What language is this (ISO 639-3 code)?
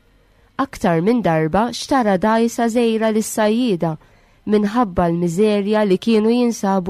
mlt